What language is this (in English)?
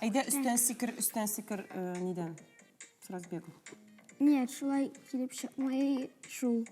Tatar